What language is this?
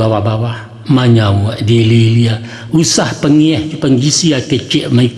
Minangkabau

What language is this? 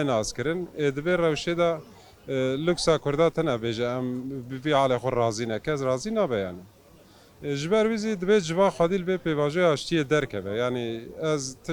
Kurdish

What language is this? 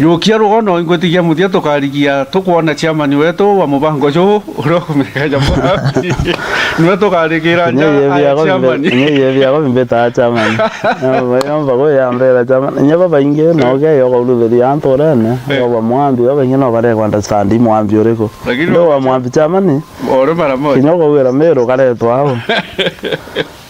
Meru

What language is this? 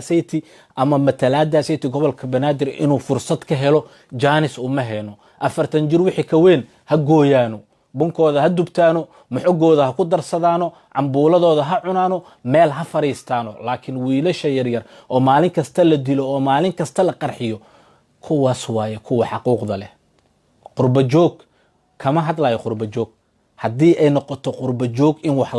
Somali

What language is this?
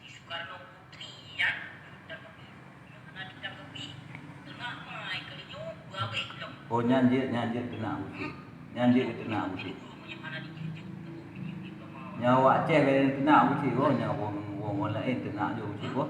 Achinese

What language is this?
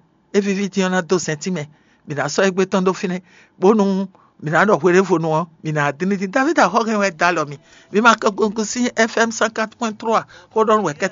Fon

